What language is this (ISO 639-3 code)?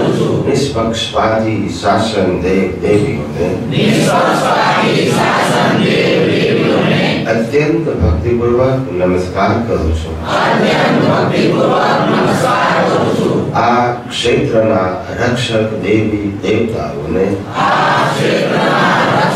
guj